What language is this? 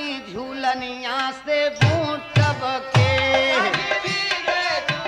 Bhojpuri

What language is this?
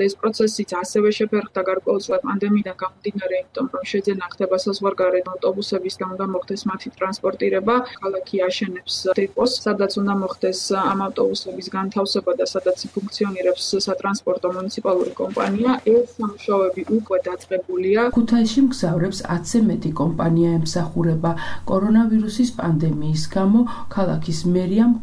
Georgian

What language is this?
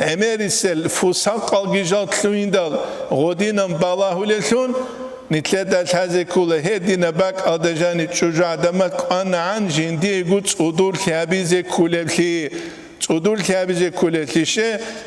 Avaric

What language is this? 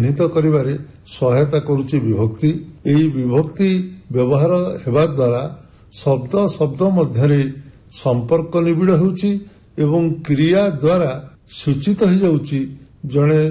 Odia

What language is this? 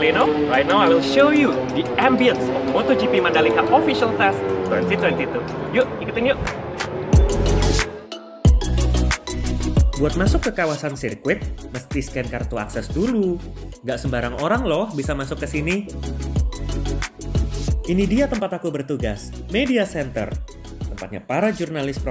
Indonesian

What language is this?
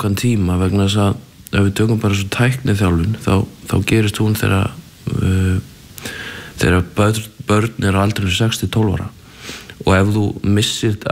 Icelandic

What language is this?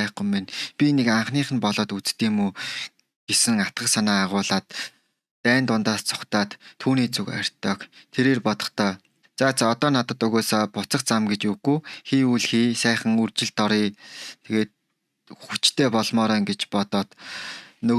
Mongolian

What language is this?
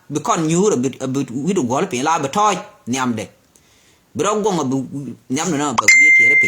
Nuer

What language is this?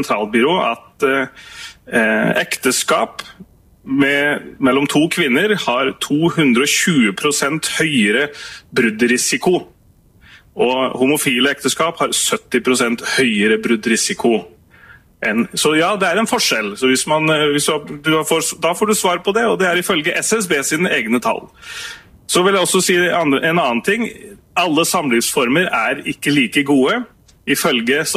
Norwegian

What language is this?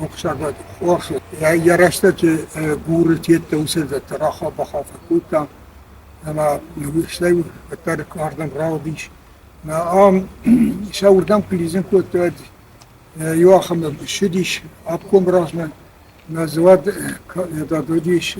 Ossetic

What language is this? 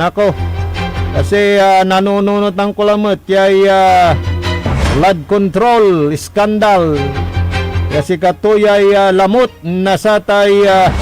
Pangasinan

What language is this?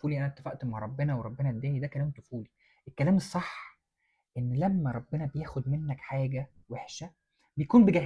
Egyptian Arabic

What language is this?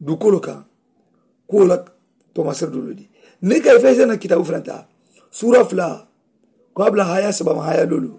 Mandingo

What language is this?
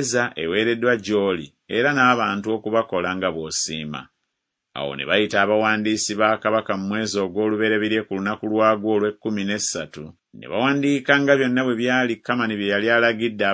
Ganda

